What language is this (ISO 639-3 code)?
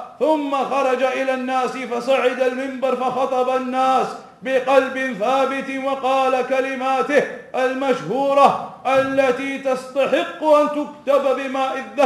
ara